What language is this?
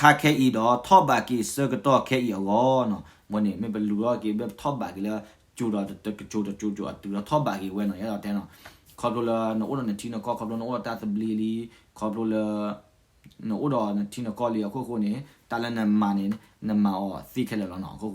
S'gaw Karen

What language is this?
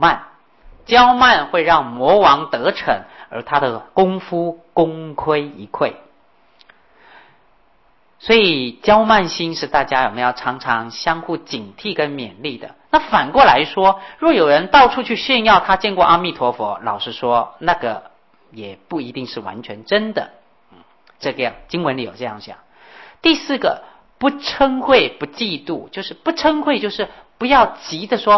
Chinese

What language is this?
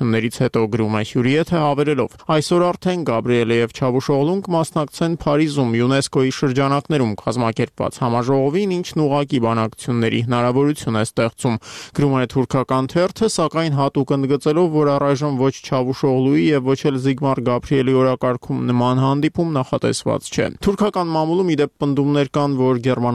Armenian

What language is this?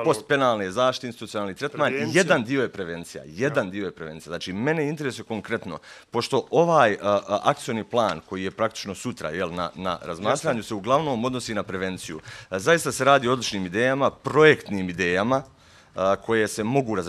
Bosnian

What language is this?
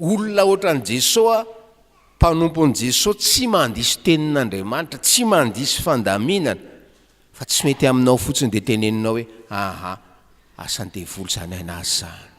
Malagasy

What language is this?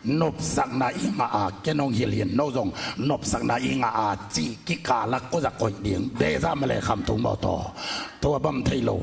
Tedim Chin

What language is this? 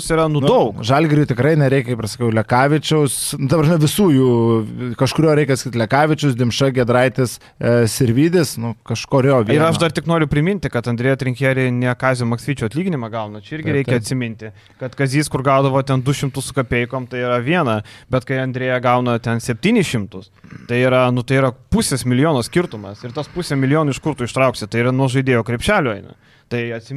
Lithuanian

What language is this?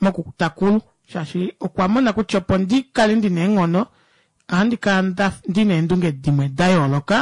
Kuanyama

